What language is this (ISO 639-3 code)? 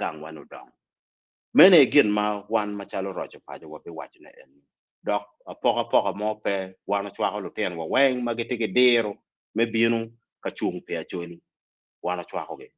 ach